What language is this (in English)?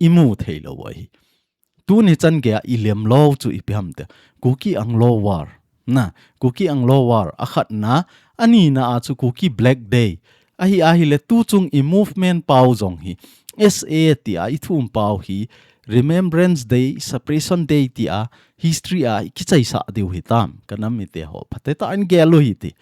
Thado Chin